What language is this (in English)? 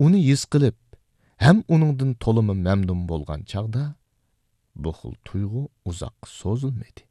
Uyghur